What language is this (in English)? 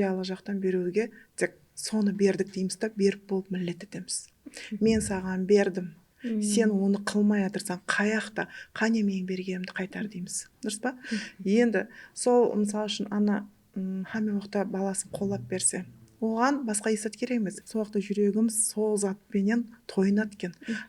Kara-Kalpak